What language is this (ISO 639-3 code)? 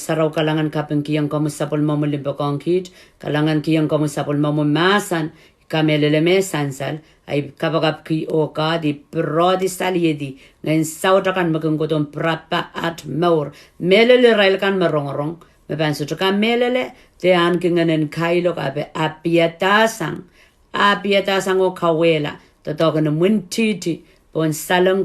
pon